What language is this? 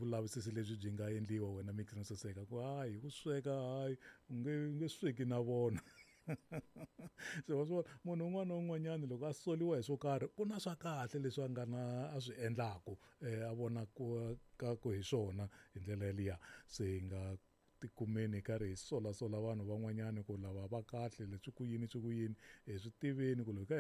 Tsonga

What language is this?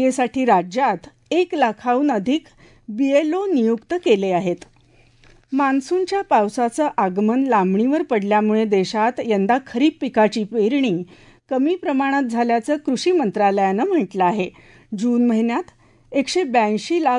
Marathi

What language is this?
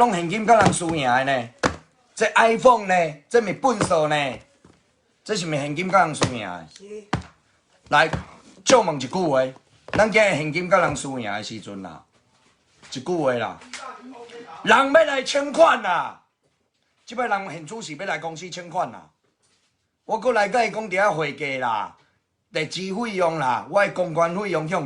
Min Nan Chinese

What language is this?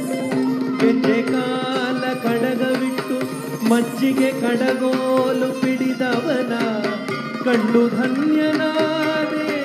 Kannada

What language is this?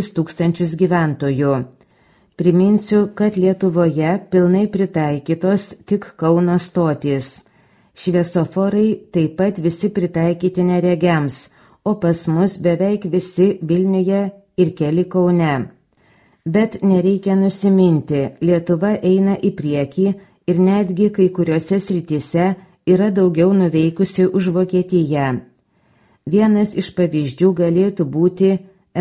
Lithuanian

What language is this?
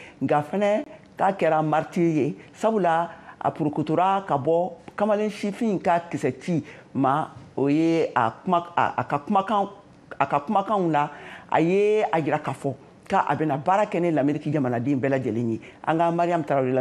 Bambara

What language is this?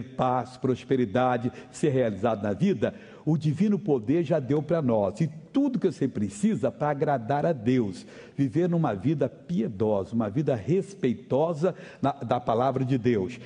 Portuguese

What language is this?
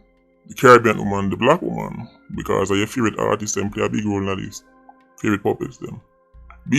Jamaican Creole English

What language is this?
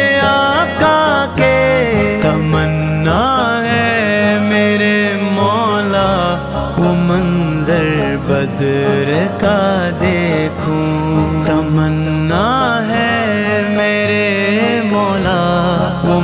Urdu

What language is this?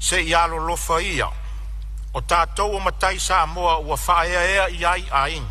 Samoan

